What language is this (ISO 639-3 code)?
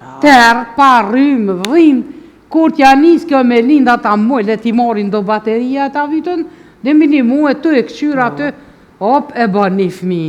sqi